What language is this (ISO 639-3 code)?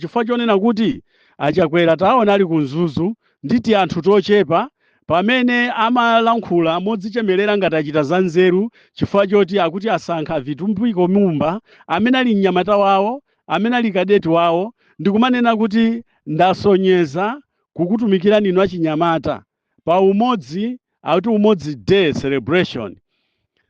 nya